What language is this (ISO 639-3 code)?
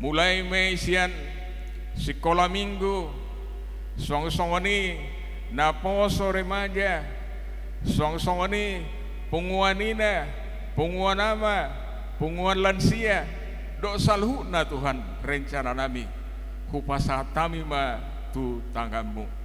bbc